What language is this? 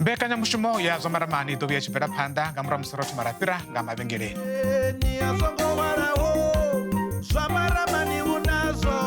Venda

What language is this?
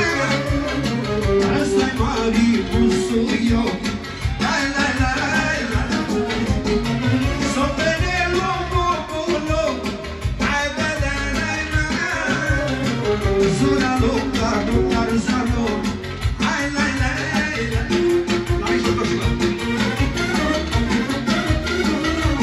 Romanian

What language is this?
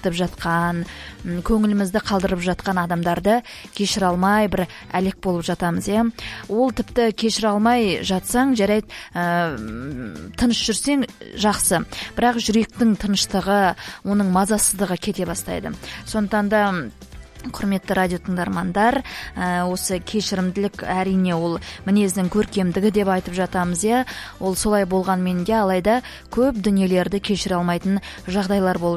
Kazakh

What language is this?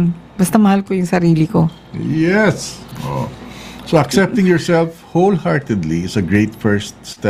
Filipino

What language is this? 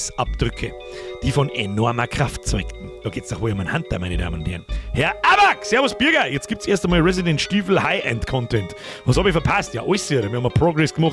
Bavarian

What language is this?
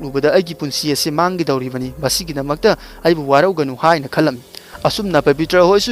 Manipuri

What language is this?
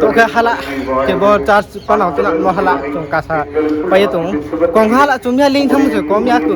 Riang (India)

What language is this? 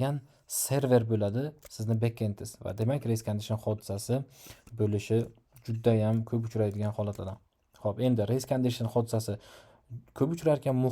Uzbek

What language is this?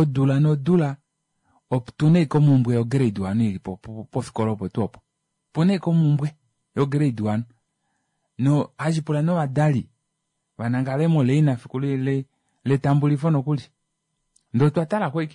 Kuanyama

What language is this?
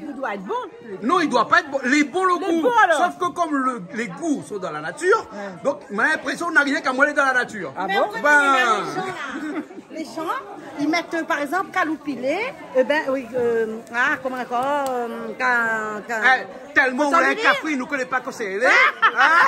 Réunion Creole French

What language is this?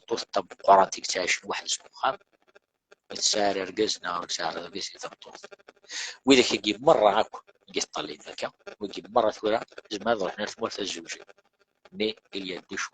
Kabyle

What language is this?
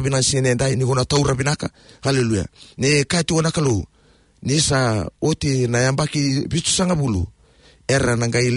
Fijian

